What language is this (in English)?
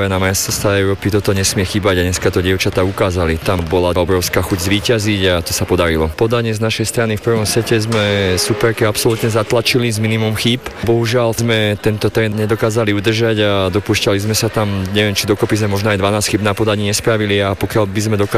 Slovak